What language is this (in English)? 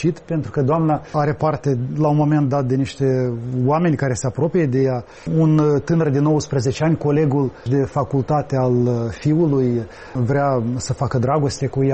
Romanian